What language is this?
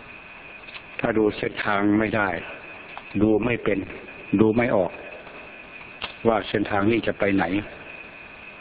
Thai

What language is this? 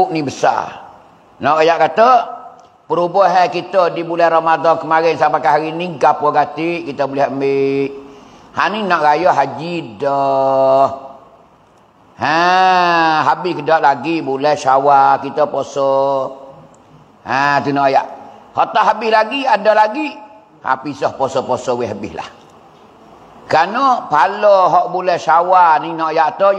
Pattani Malay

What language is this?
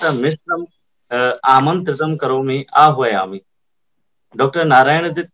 Sanskrit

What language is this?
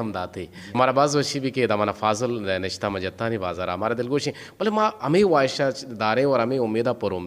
Eastern Balochi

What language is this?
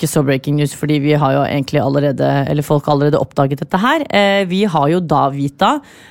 Norwegian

